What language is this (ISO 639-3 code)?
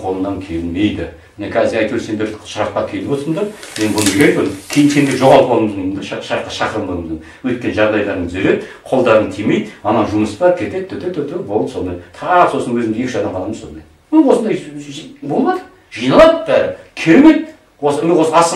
kaz